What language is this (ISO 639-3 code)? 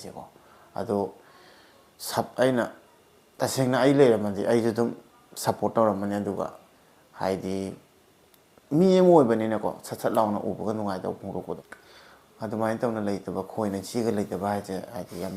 mni